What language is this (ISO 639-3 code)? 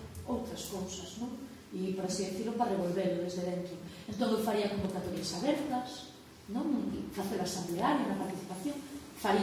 glg